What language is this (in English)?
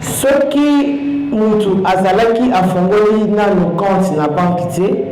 Lingala